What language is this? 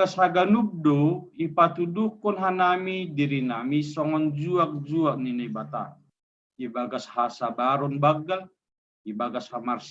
Batak Simalungun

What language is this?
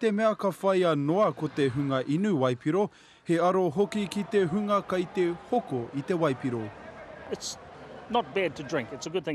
Māori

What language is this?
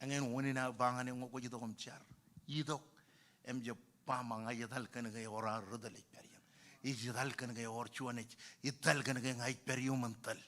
Marshallese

